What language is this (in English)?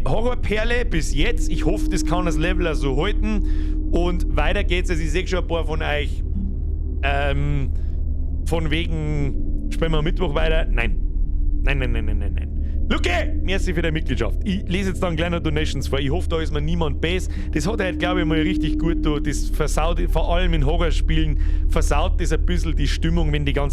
Bavarian